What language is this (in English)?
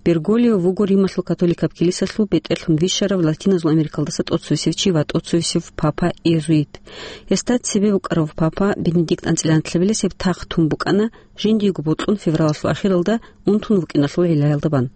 Avaric